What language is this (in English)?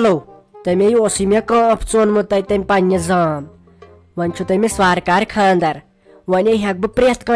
Kashmiri